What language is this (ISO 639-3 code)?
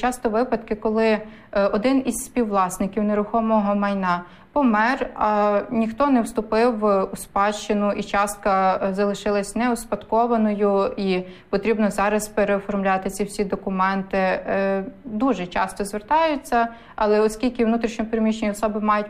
ukr